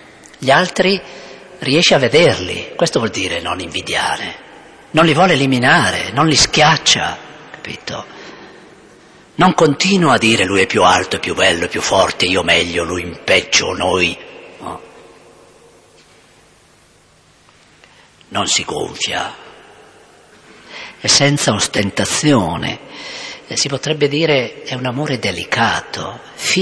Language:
Italian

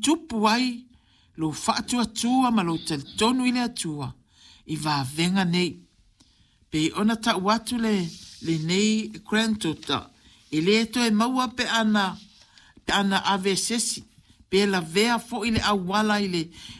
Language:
Samoan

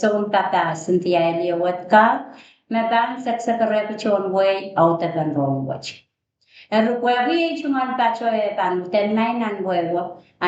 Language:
Pohnpeian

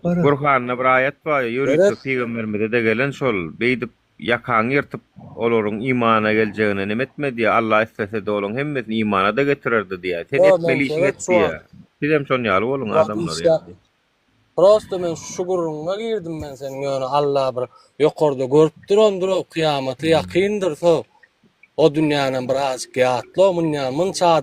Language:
Turkmen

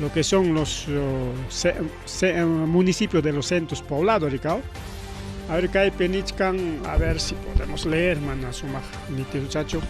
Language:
Ayacucho Quechua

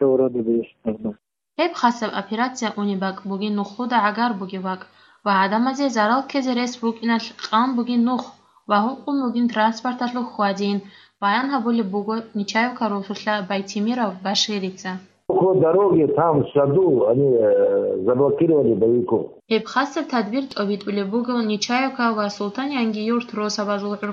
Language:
Avaric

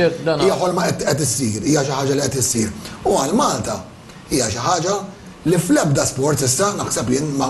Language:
Maltese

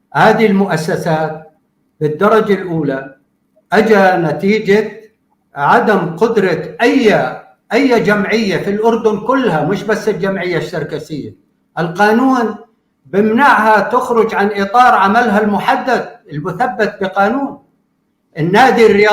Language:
North Levantine Arabic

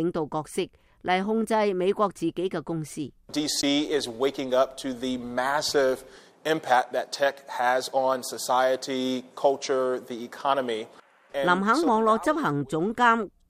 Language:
Cantonese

